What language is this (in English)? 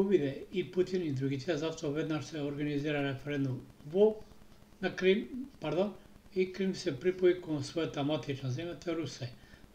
Macedonian